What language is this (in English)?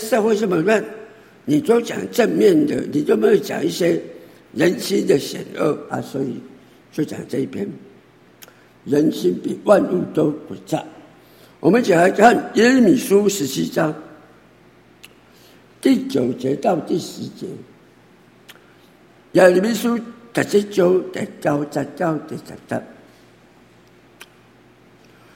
Chinese